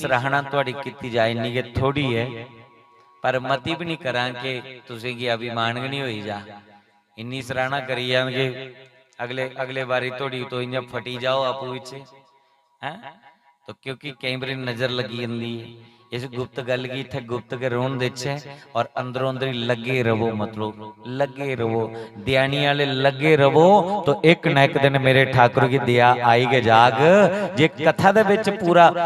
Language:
Dogri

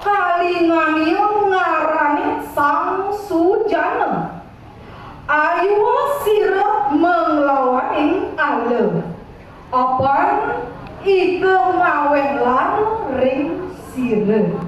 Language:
Balinese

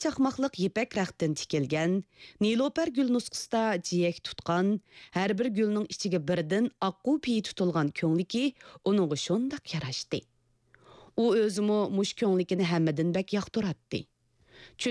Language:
Uyghur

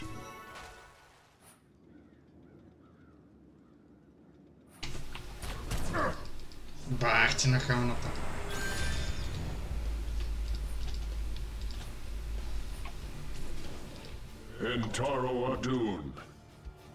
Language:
Bulgarian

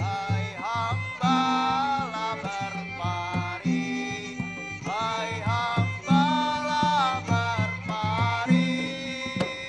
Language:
Banjar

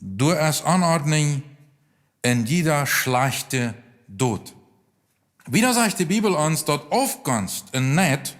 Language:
Plautdietsch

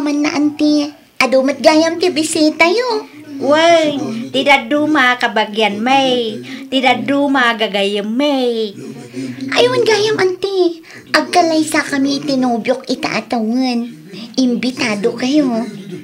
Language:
Iloko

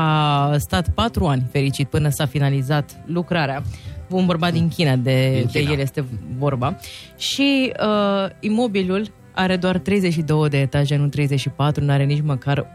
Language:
Romanian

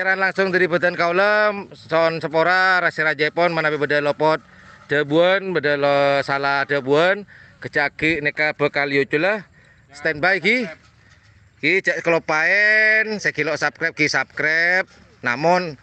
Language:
Madurese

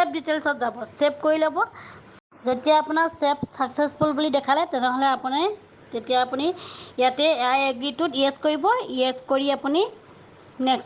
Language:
Assamese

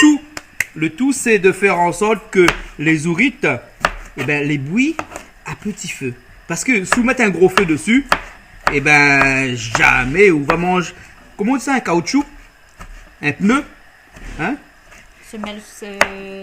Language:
Réunion Creole French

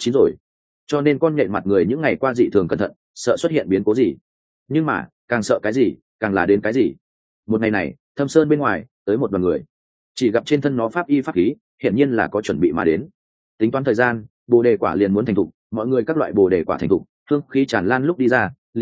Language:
Vietnamese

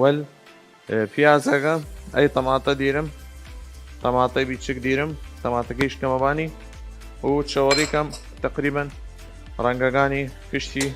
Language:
Southern Kurdish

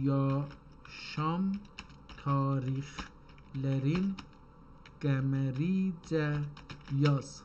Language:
South Azerbaijani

